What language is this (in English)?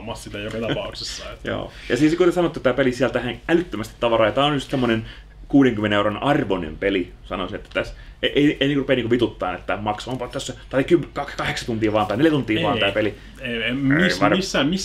Finnish